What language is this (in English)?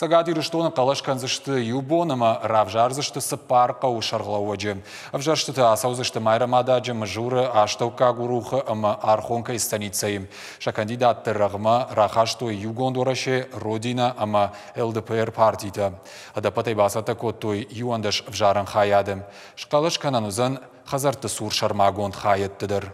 Ossetic